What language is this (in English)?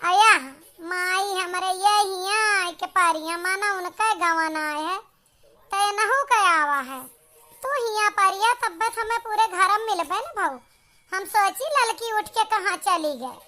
Awadhi